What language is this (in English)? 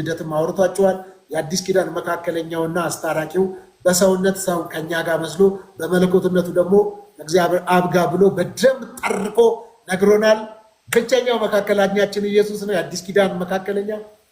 Amharic